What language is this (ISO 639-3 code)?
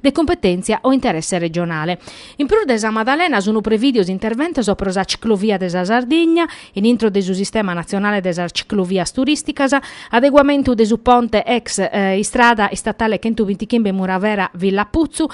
srd